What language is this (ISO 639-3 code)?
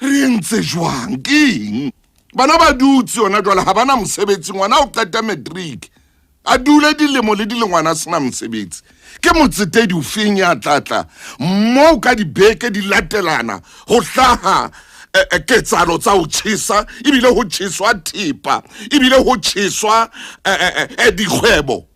sot